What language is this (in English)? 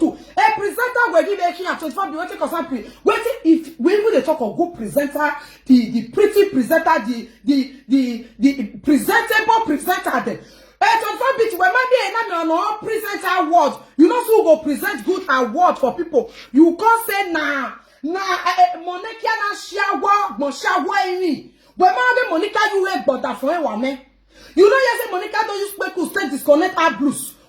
Nigerian Pidgin